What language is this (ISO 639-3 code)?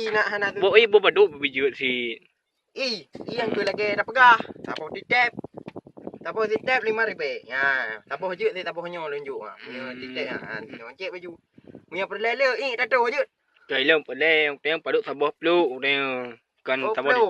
ace